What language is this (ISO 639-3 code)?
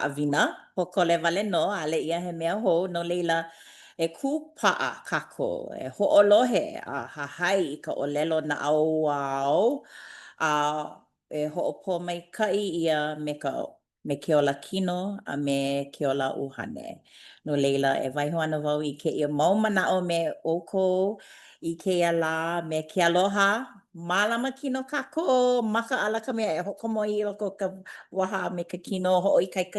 haw